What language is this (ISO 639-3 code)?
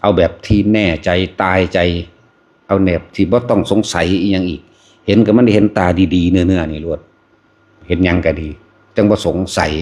tts